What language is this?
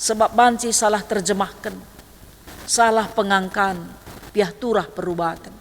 Batak Karo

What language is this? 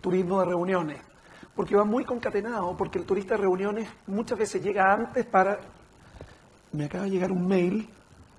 Spanish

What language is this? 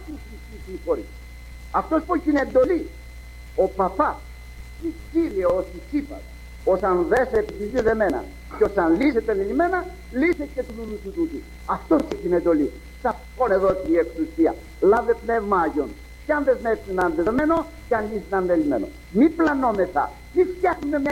Greek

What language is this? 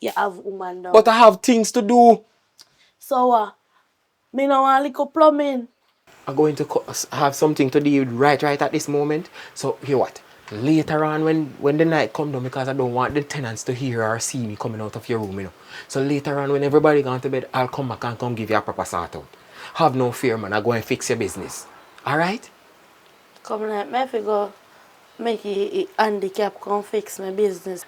Jamaican Creole English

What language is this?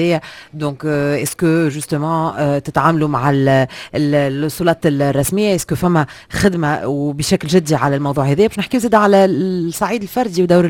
Tunisian Arabic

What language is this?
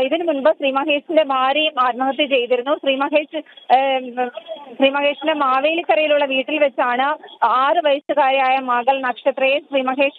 Malayalam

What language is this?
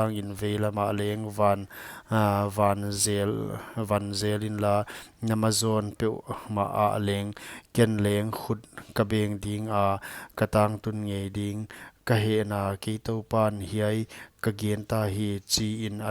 Paite Chin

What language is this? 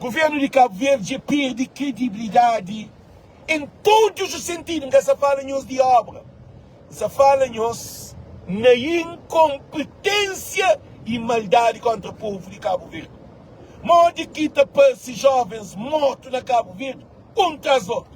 Kabuverdianu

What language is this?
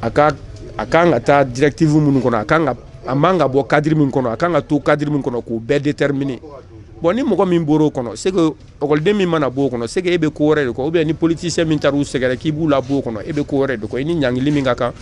Bambara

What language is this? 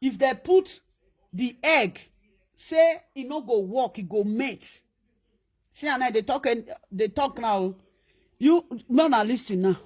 Nigerian Pidgin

